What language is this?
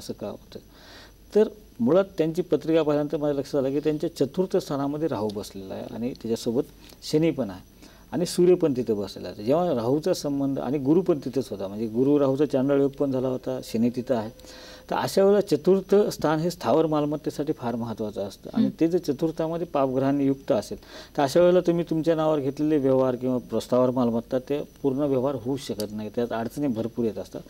Marathi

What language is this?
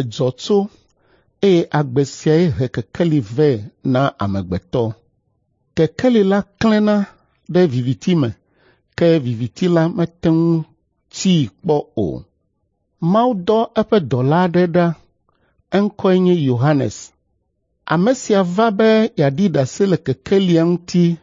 Ewe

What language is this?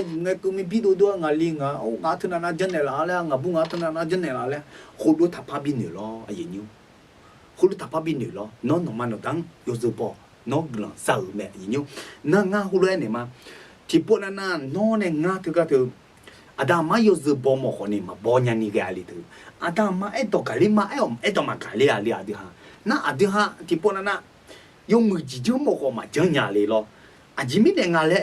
Akha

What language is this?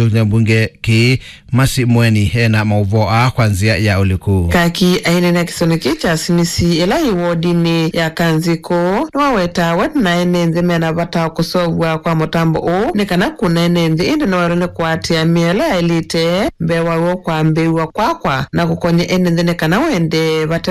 Kamba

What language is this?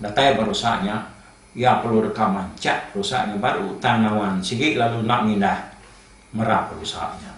Iban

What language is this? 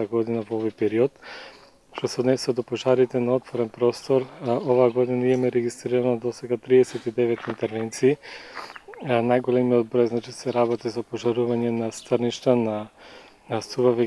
Macedonian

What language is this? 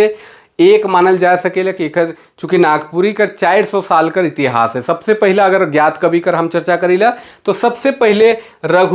Sadri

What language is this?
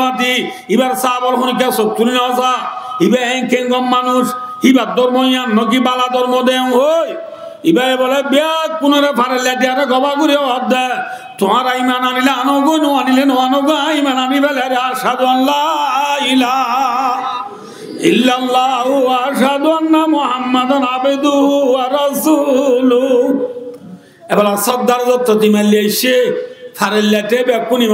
Rohingya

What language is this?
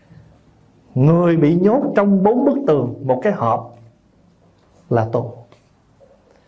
Vietnamese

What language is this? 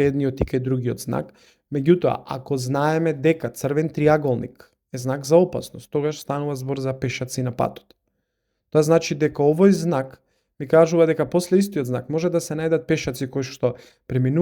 Macedonian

